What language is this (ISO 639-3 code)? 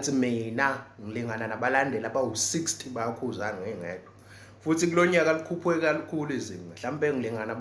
zul